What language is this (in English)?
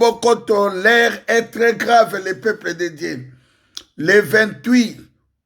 Lingala